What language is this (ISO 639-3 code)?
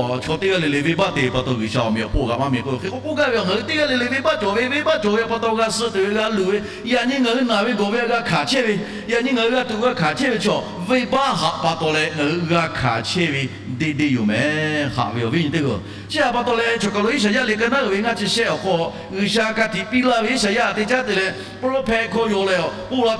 lhu